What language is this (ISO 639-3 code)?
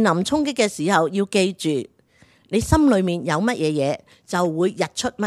yue